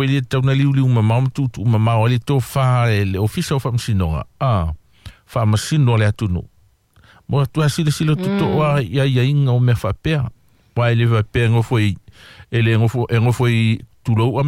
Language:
Samoan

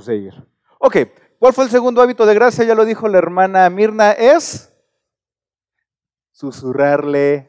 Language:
Spanish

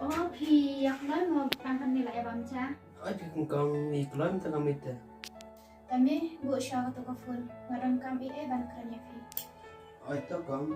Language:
Khasi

